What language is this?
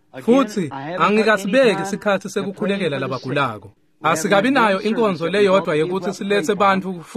Swati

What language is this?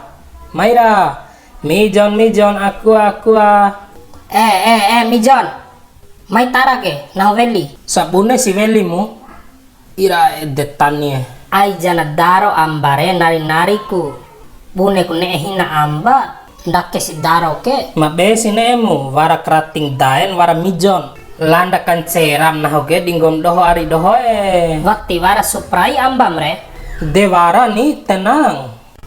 Bima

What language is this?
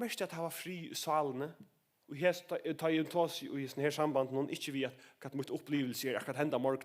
Faroese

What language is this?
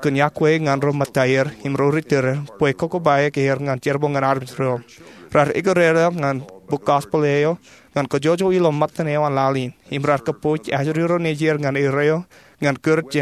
Marshallese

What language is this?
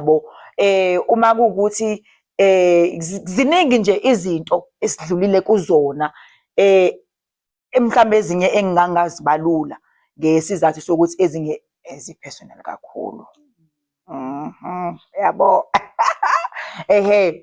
Zulu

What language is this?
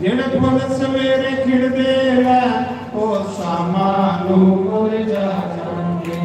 Dogri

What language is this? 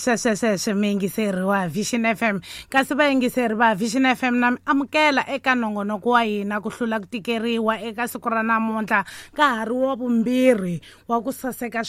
Tsonga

